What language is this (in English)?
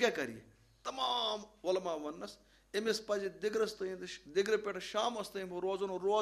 Kashmiri